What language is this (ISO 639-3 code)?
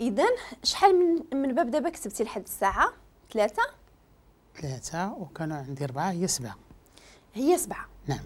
ary